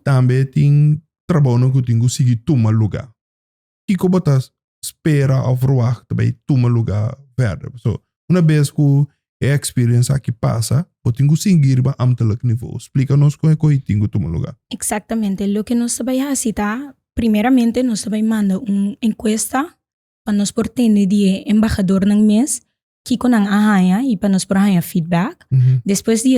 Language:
Papiamento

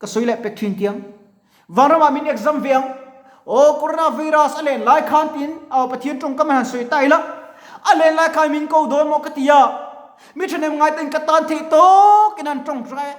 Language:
Mizo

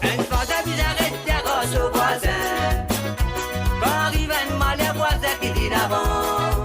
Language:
Morisyen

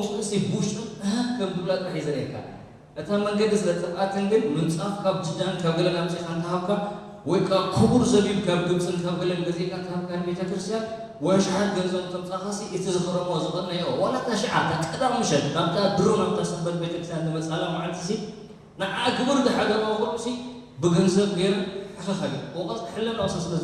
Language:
Tigrinya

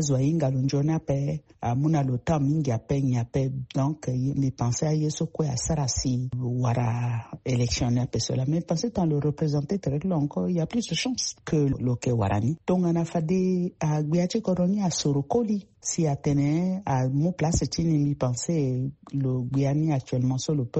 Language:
Sango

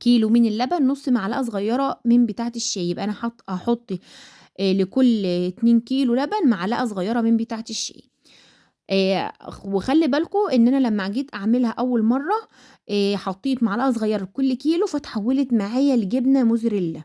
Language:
Egyptian Arabic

